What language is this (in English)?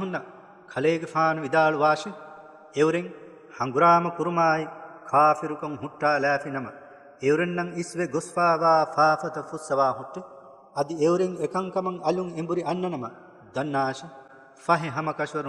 Divehi